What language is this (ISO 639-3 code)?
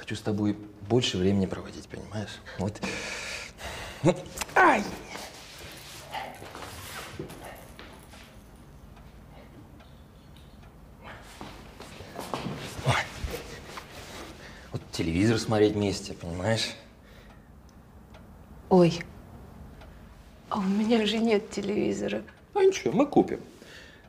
rus